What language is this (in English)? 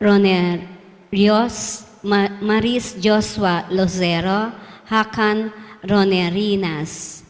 Pampanga